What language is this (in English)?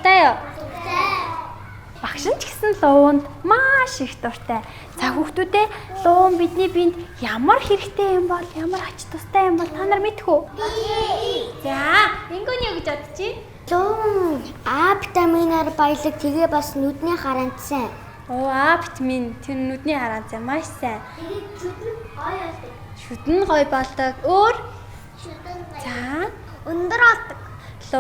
Mongolian